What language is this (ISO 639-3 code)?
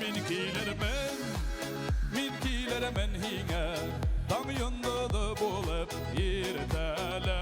bak